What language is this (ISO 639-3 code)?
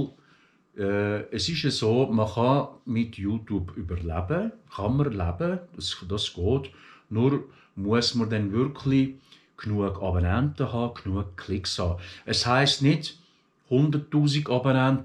gsw